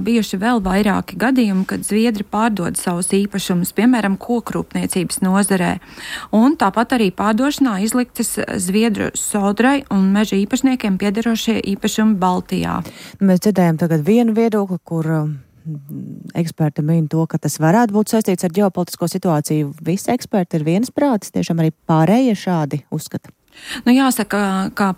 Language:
Latvian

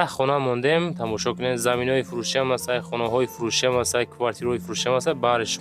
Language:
Tajik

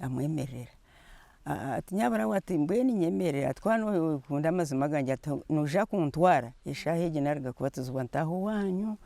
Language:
Nyankole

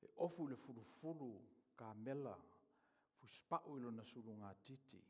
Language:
Samoan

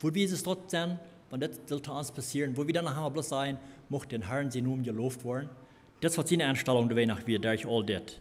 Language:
Plautdietsch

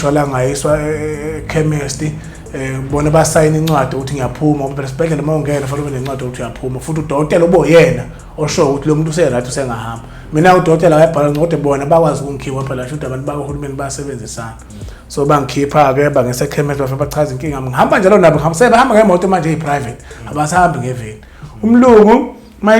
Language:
Zulu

